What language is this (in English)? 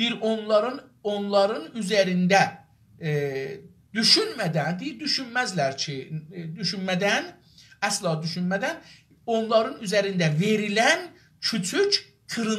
South Azerbaijani